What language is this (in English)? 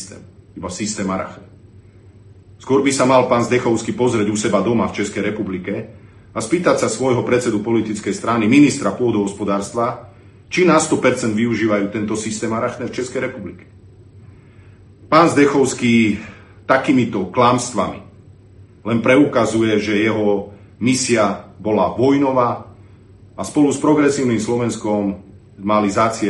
Slovak